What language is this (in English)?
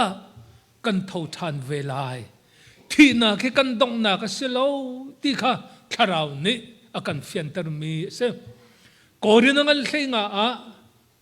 Hakha Chin